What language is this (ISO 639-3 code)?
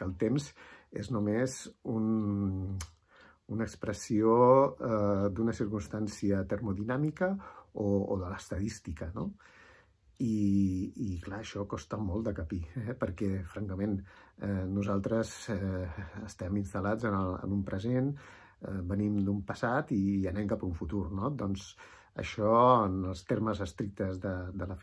cat